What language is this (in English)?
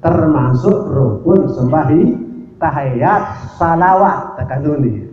Sasak